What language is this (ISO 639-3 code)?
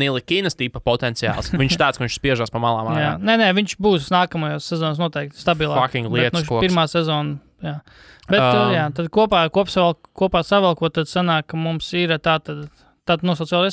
lav